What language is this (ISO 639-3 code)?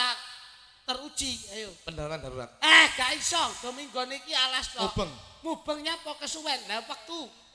jav